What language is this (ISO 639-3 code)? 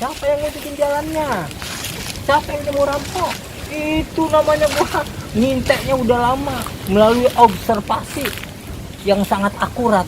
bew